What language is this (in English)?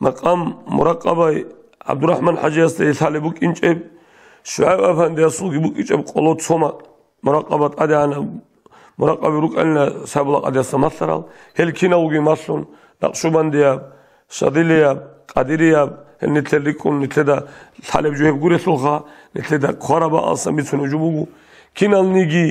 Avaric